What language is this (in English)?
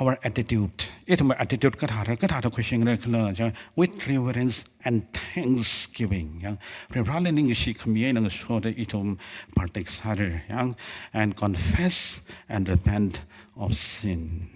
Tangkhul Naga (India)